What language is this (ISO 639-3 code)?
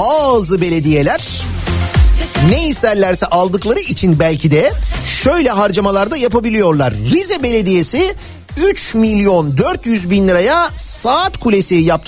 tur